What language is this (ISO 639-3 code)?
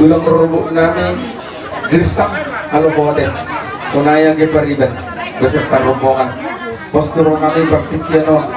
bbc